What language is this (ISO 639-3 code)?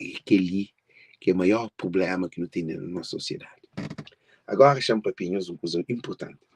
kea